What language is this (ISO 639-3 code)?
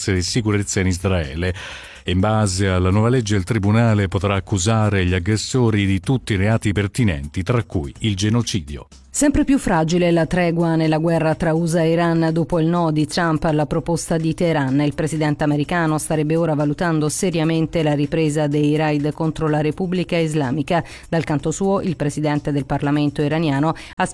ita